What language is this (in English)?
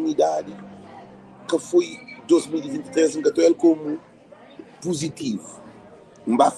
Kabuverdianu